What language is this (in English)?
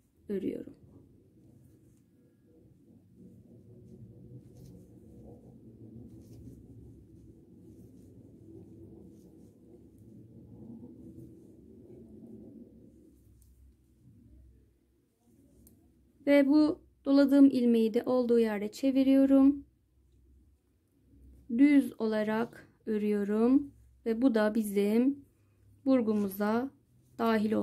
Turkish